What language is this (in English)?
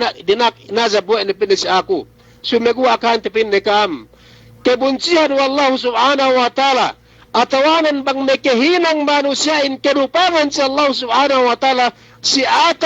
Yakan